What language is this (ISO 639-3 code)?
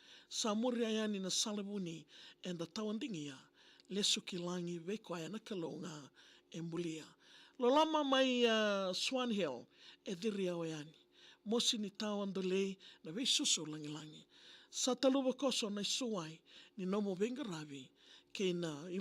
fij